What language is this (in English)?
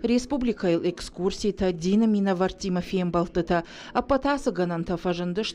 Ossetic